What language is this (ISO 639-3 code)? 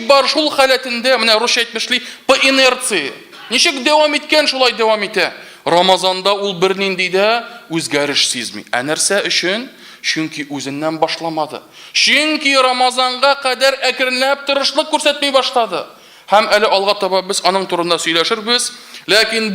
tat